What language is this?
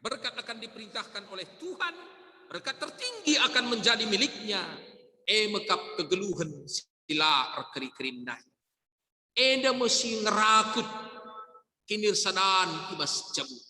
Batak Karo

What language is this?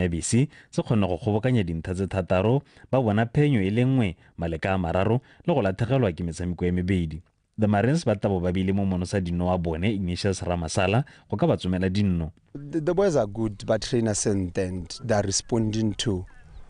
Tswana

